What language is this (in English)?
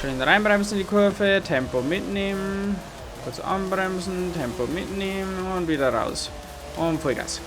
Bavarian